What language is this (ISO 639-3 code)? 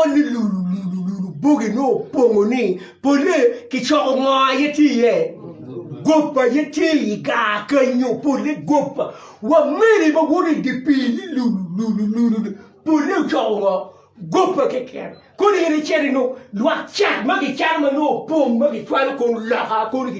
ach